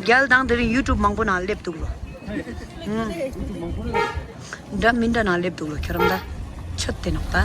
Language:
Tibetan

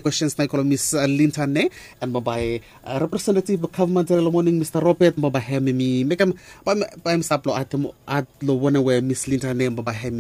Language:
Bislama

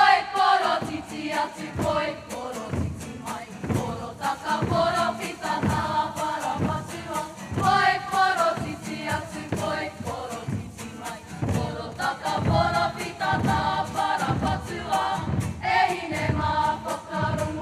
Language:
Māori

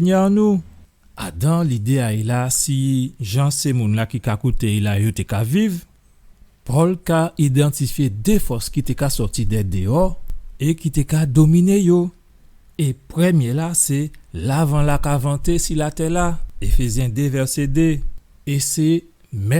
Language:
Guadeloupean Creole French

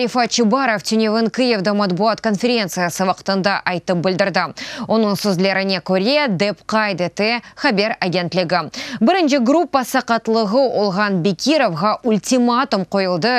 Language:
Crimean Tatar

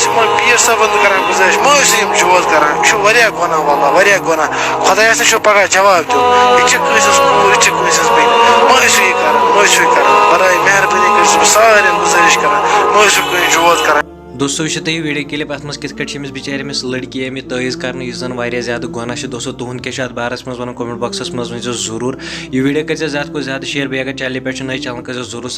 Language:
Kashmiri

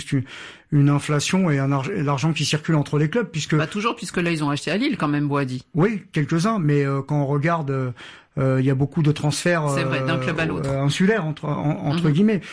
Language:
French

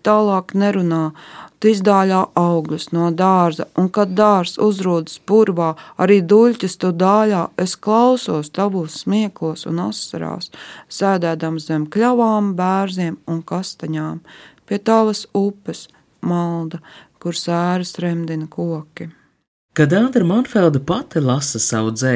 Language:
Latvian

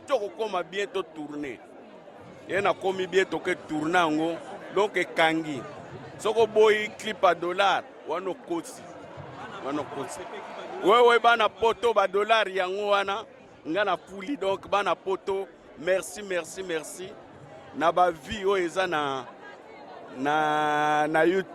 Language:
Lingala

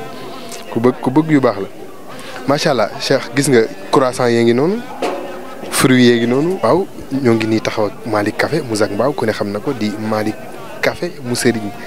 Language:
Wolof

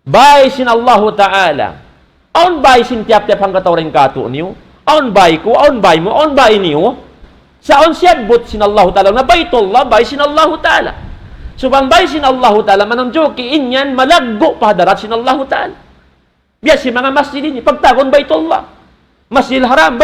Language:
Tausug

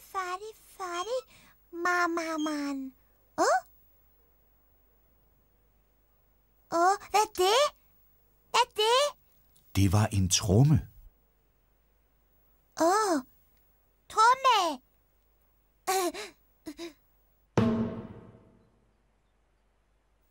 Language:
Danish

